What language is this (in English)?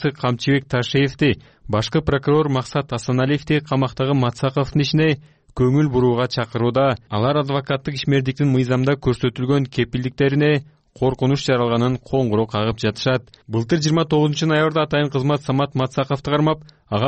Kyrgyz